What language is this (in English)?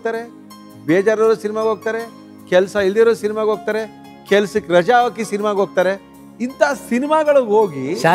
Kannada